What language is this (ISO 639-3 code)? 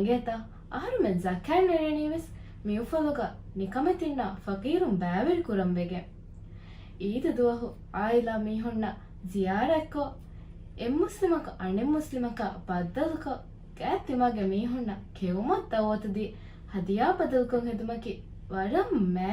div